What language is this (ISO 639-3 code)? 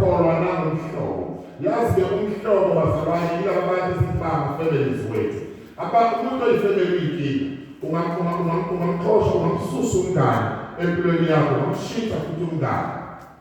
zul